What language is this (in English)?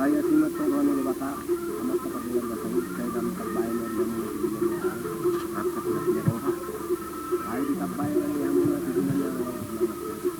Batak Toba